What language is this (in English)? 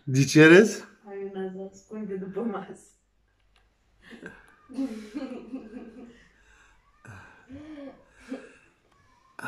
Romanian